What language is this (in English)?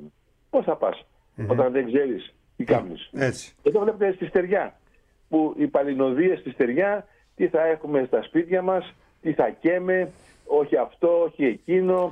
Greek